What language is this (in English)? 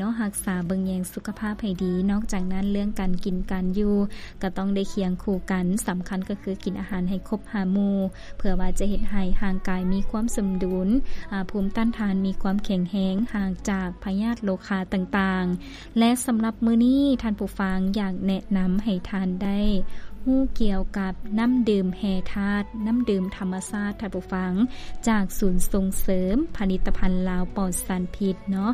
Lao